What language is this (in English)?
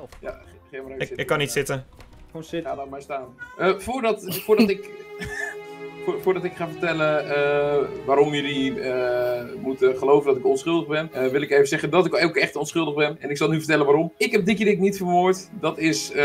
Dutch